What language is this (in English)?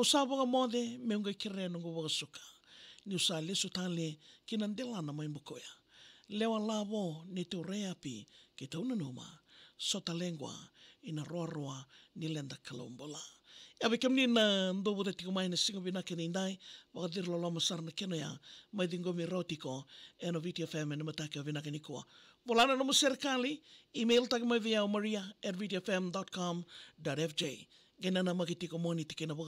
Fijian